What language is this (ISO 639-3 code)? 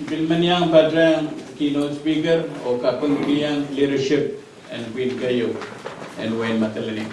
pon